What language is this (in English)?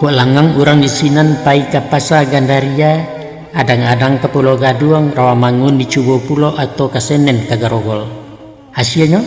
Minangkabau